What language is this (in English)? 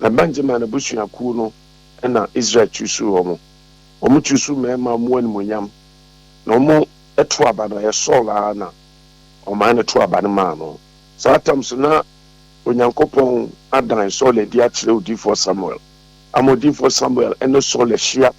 Akan